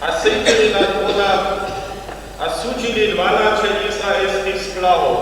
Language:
Upper Sorbian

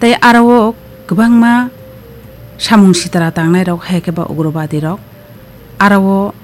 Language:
Kok Borok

